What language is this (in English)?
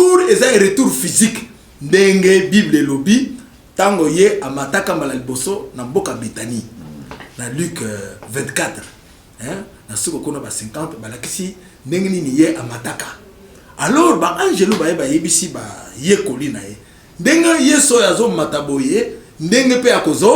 Lingala